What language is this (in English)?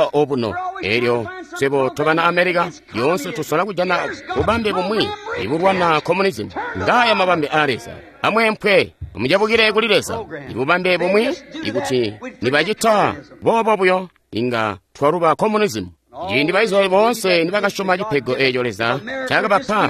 Tonga (Zambia)